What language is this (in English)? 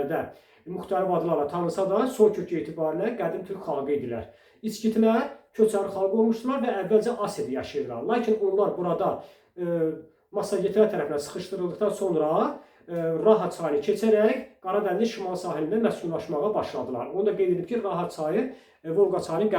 Azerbaijani